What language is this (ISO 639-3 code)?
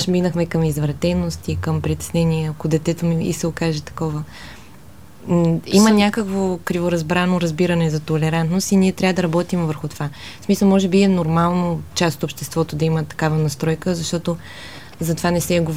bul